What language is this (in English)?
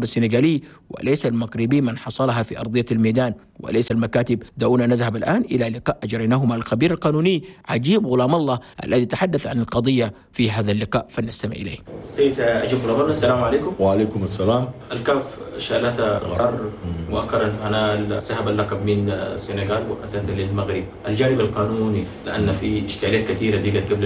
Chadian Arabic